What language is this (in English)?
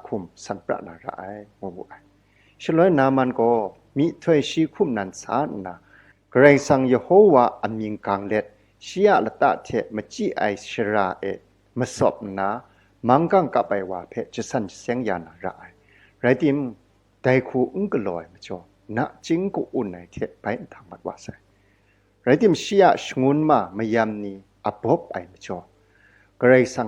Kachin